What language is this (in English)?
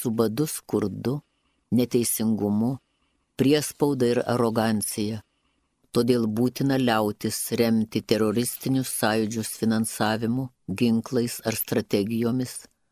Lithuanian